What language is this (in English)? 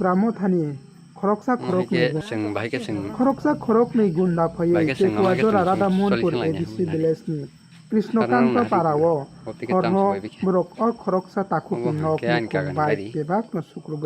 Kok Borok